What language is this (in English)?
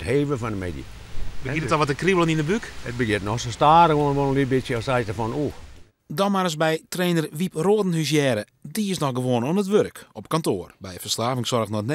Western Frisian